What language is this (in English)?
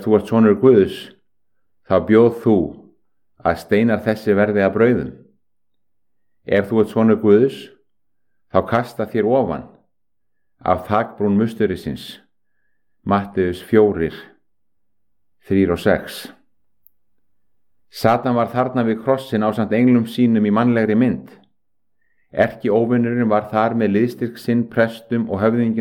Icelandic